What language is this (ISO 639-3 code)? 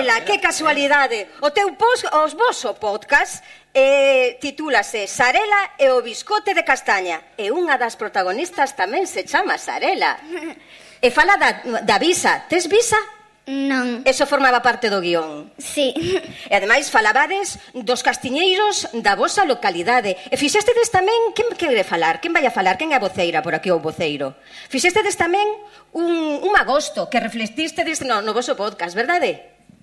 glg